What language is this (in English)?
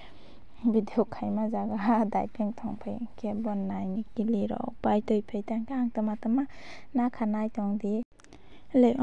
Kok Borok